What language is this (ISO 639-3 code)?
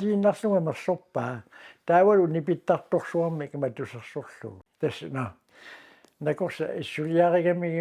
kal